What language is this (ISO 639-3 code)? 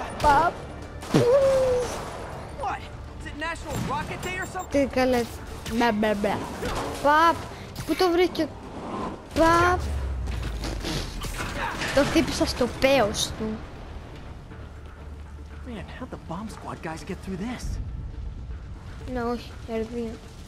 ell